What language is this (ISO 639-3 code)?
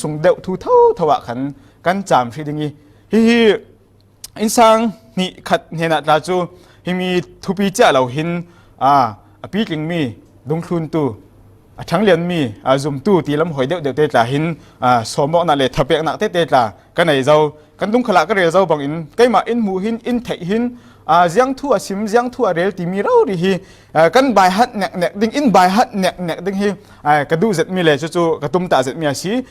cfm